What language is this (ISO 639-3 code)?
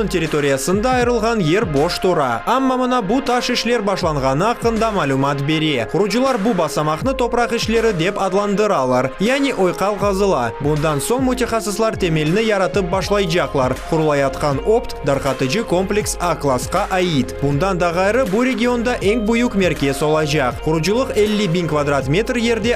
crh